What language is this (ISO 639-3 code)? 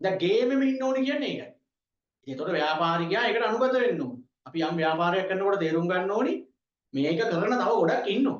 sin